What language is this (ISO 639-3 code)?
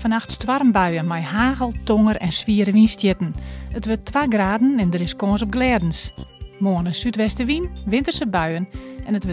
fry